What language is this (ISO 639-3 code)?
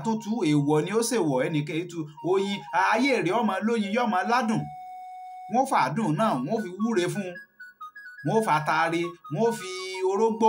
yor